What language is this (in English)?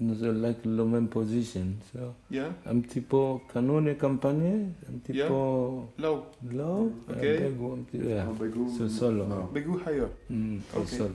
Breton